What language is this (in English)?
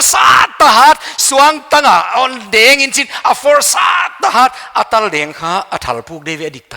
Paite Chin